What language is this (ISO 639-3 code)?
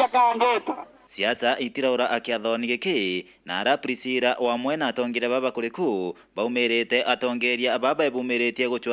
mer